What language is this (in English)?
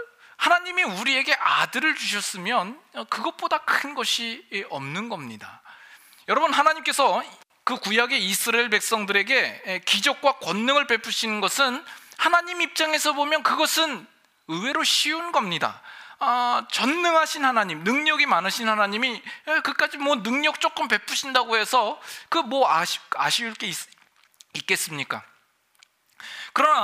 Korean